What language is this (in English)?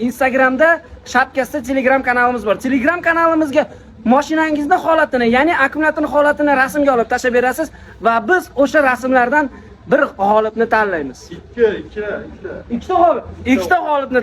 Uzbek